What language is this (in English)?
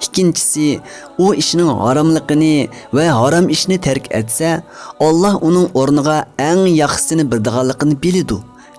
Uyghur